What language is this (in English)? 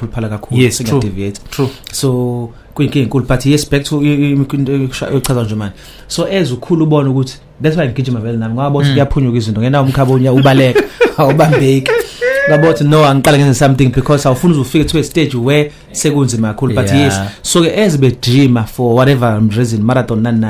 Zulu